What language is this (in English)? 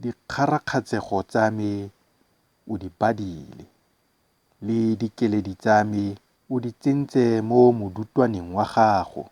Tswana